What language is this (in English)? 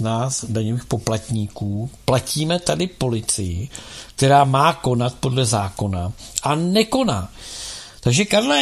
Czech